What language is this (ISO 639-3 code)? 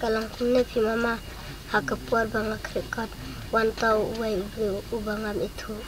kha